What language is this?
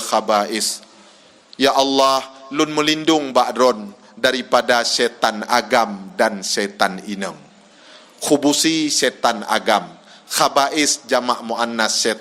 Achinese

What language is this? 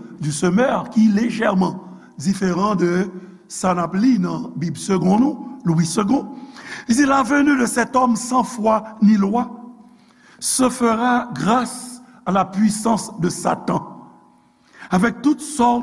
Haitian Creole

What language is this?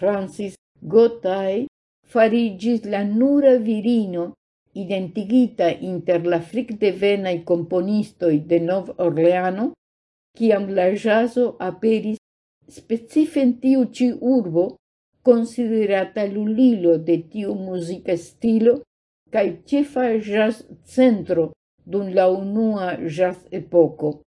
Esperanto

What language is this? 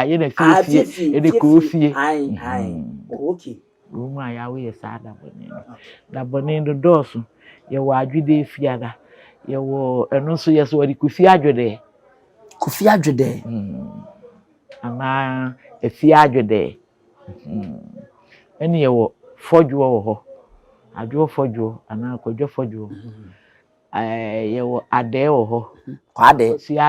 Akan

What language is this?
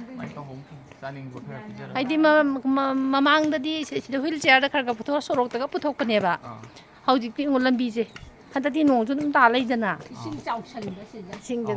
Manipuri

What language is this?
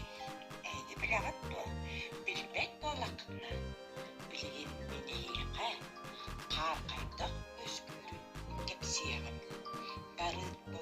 Yakut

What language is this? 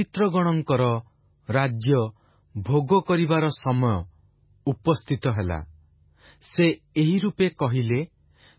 Odia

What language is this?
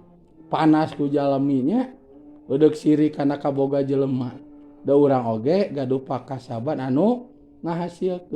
Sundanese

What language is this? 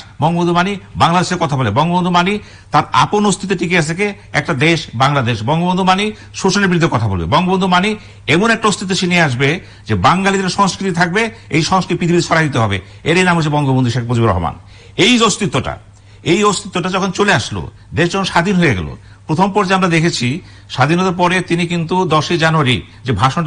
Bangla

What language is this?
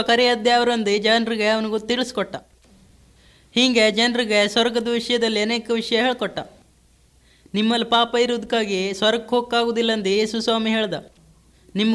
Kannada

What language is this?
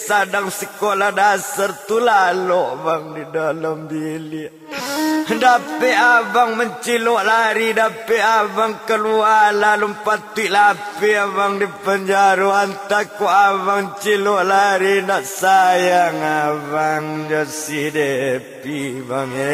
Minangkabau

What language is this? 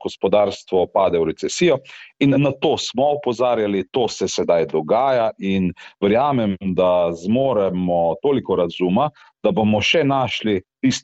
Slovenian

